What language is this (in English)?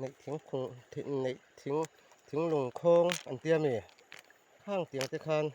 Mizo